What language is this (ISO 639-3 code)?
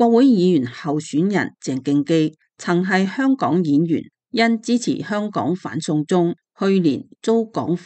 yue